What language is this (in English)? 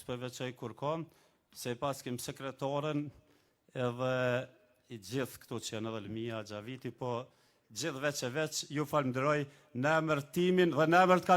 Albanian